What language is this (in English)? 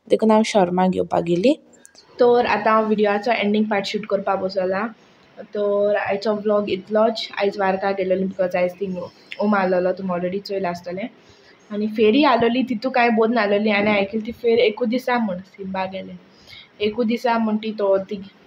Konkani